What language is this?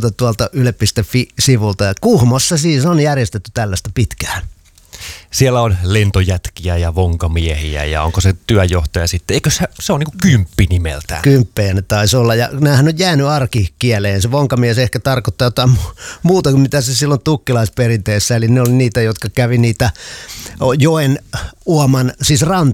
Finnish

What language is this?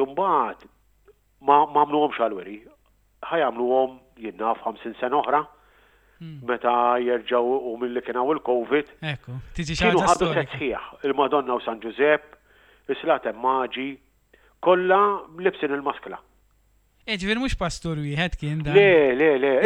Maltese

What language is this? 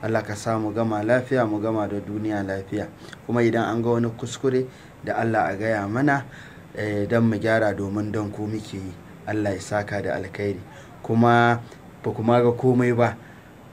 Hausa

